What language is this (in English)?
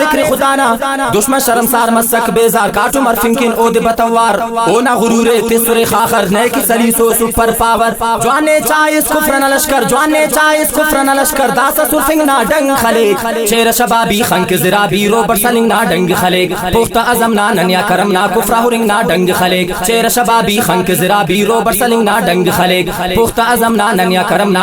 Brahui